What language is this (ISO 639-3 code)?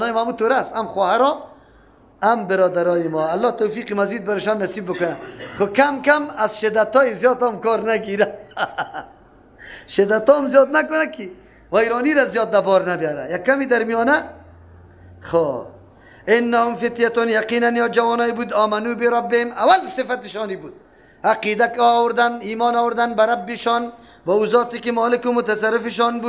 fas